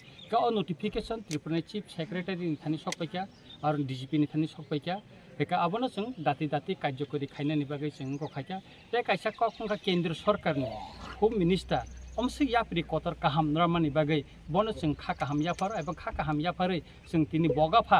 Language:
Kok Borok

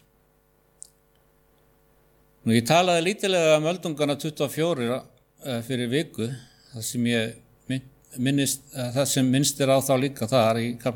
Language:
Icelandic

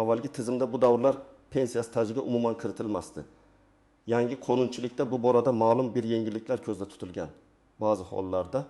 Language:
Uzbek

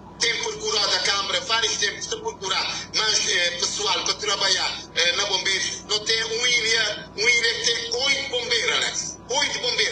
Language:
Kabuverdianu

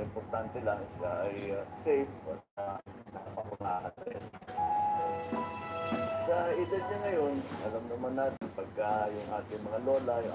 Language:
Filipino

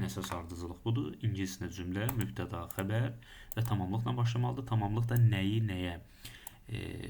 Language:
Azerbaijani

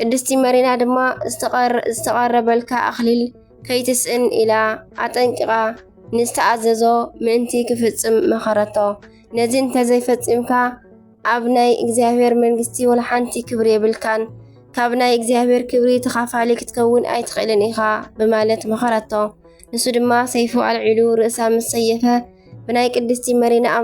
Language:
Tigrinya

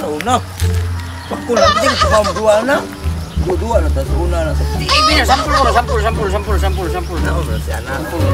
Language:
Cebuano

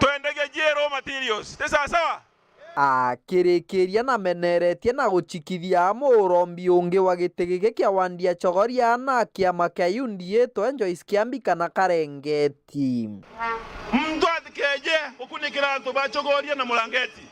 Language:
Meru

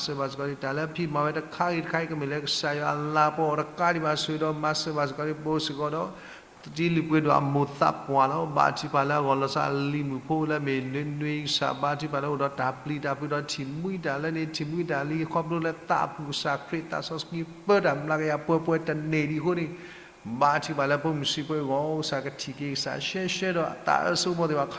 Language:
S'gaw Karen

